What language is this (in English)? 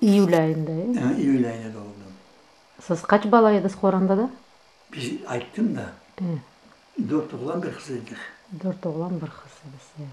Crimean Tatar